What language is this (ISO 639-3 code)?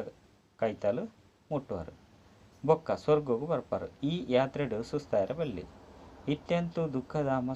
tcy